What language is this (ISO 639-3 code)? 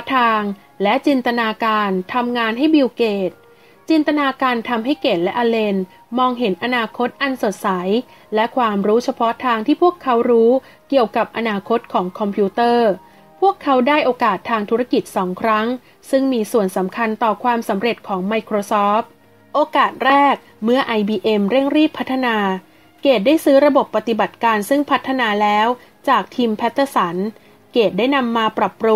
tha